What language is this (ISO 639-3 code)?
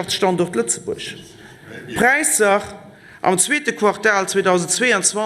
ltz